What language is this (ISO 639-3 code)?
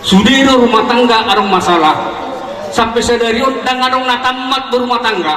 bbc